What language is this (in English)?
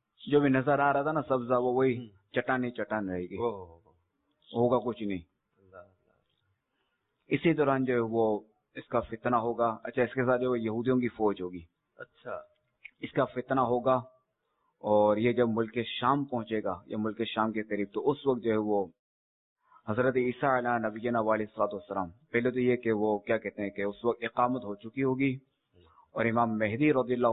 Urdu